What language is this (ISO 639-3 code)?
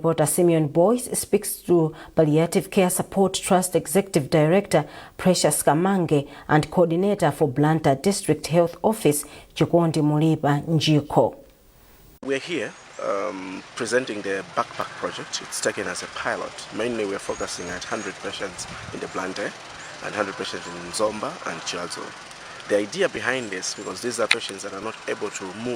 eng